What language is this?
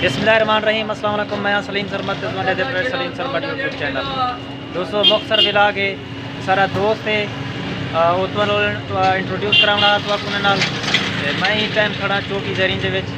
Saraiki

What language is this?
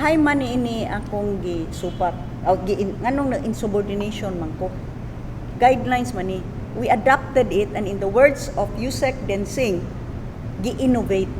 Cebuano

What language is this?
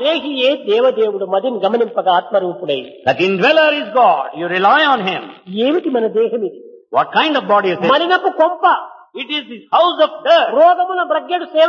Telugu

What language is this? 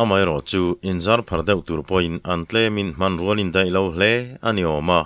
Mizo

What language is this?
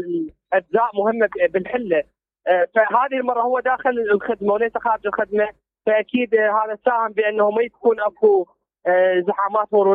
Mesopotamian Arabic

